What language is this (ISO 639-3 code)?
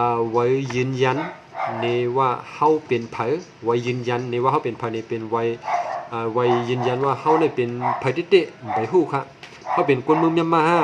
shn